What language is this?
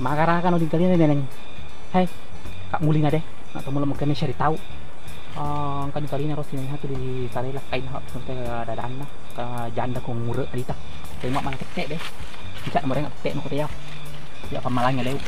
Buginese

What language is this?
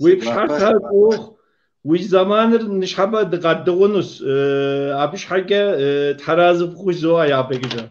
Kabardian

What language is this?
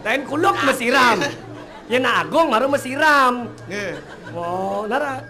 Balinese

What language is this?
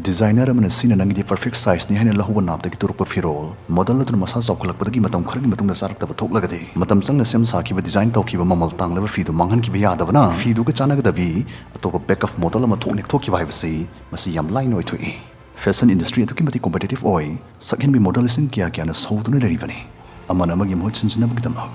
Manipuri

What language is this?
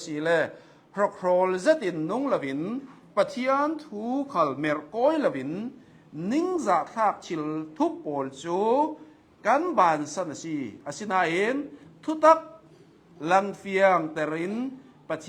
Hakha Chin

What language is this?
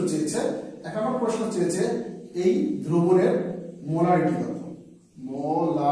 Bangla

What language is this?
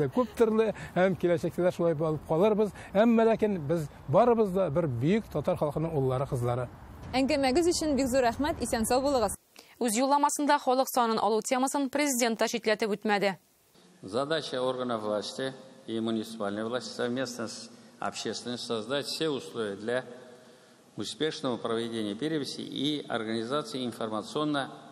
Tatar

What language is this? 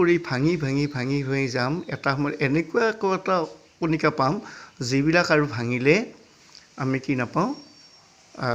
Assamese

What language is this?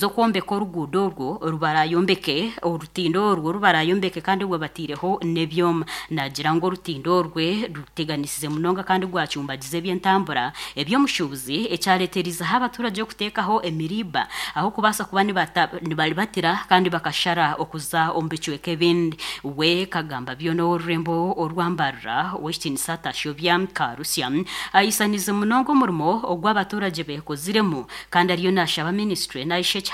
Nyankole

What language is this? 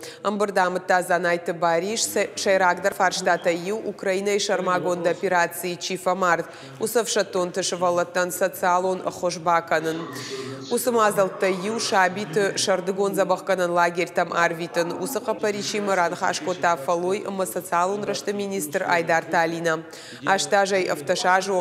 Ossetic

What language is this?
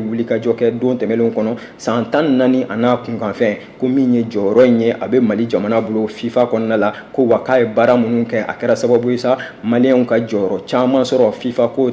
Bambara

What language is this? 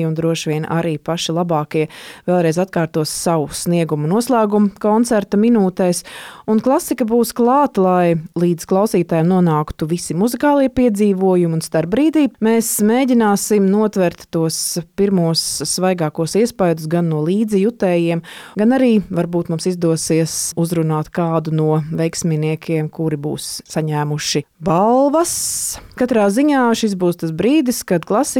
Latvian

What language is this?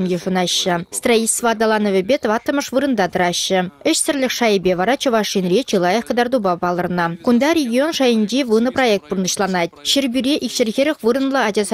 Chuvash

